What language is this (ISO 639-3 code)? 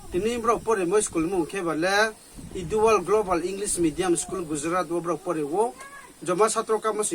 ria